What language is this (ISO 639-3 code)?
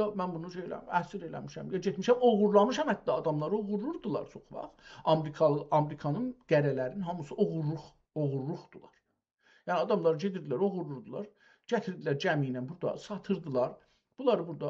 azb